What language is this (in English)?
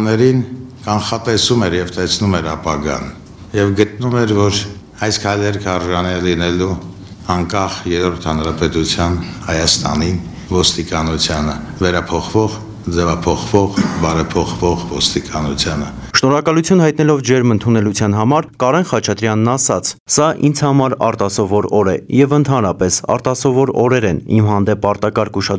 Armenian